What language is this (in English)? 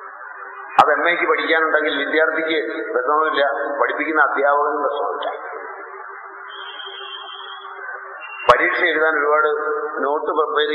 Malayalam